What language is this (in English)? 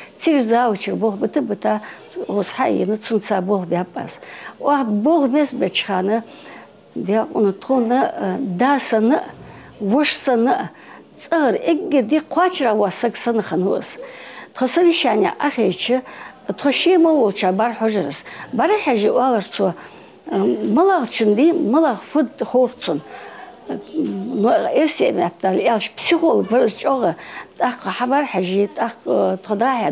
Ingush